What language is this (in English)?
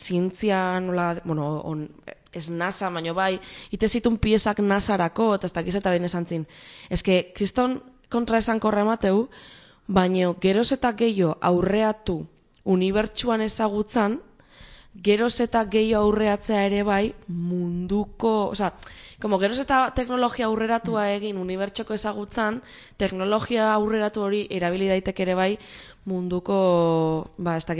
Basque